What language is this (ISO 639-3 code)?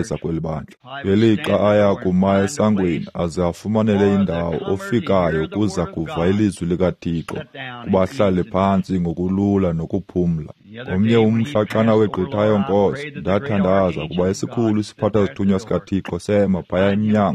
xho